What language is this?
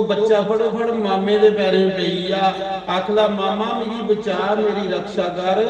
Dogri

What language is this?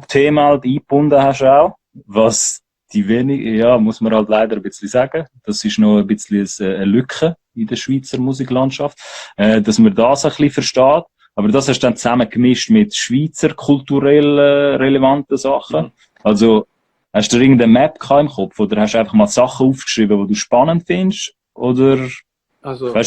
Swiss German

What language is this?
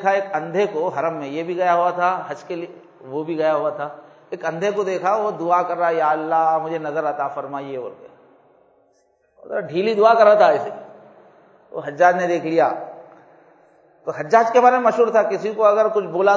Urdu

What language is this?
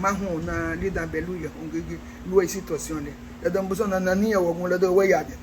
Garifuna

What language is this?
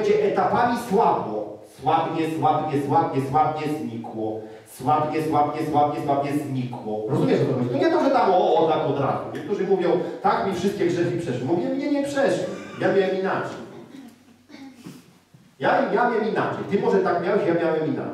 Polish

